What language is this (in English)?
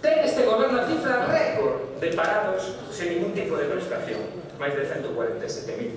Galician